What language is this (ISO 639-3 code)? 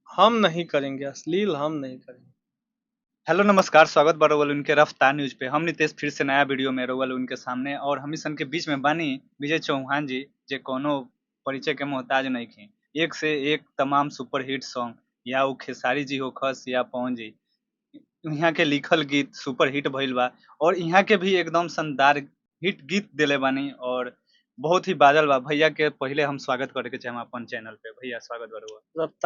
bho